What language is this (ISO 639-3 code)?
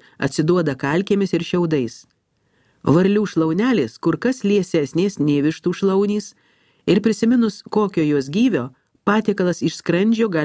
lit